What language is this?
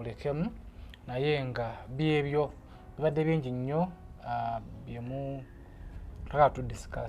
Ganda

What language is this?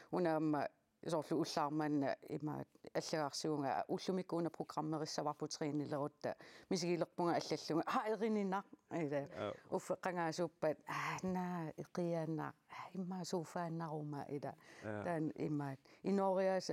Kalaallisut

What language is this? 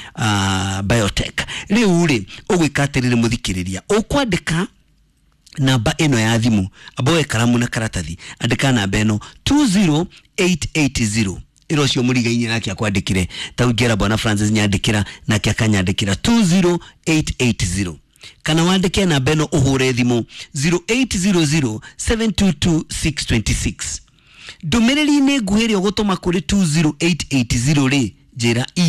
Kikuyu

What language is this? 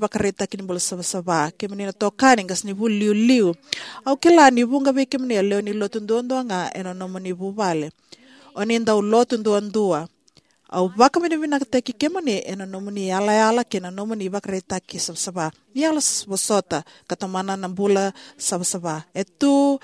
Fijian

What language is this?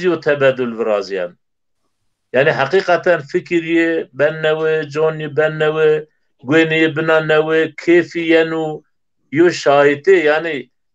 Zaza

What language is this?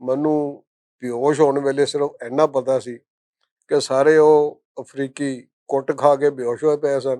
Western Panjabi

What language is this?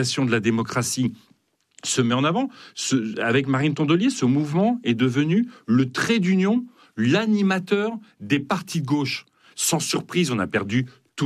French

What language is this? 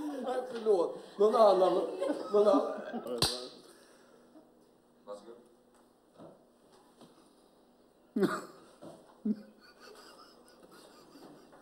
Swedish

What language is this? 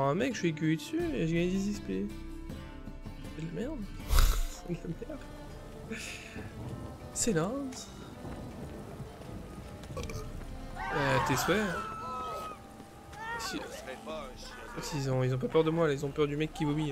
French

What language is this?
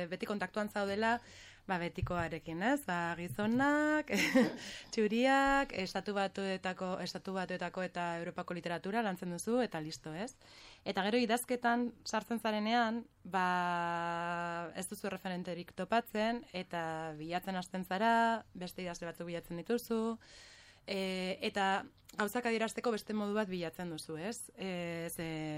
Basque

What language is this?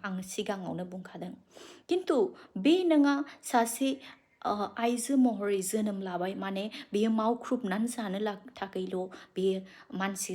Bodo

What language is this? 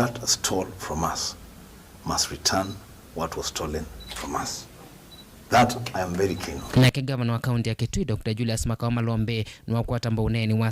Kamba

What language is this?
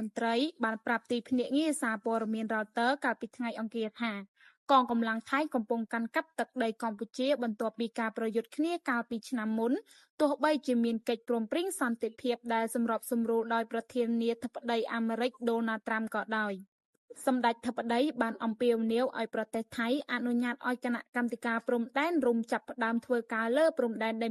Khmer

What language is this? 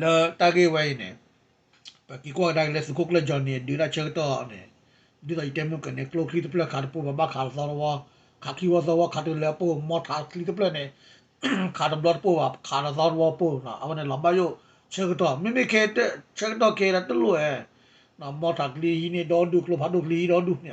S'gaw Karen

